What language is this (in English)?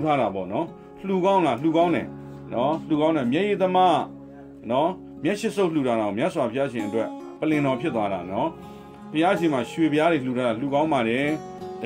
Burmese